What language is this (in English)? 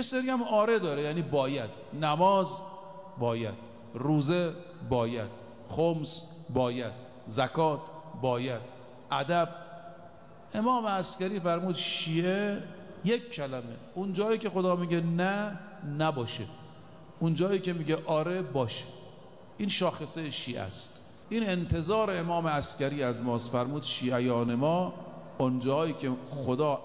Persian